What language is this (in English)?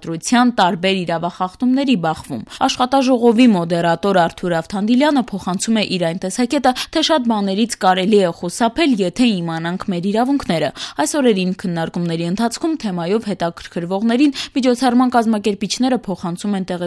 Armenian